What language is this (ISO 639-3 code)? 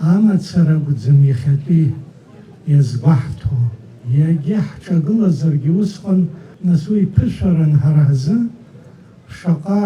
abk